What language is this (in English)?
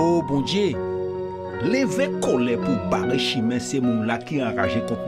Guadeloupean Creole French